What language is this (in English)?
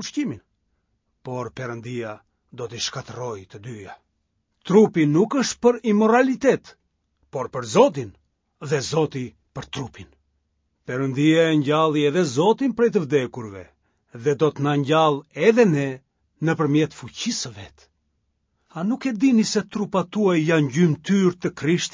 Albanian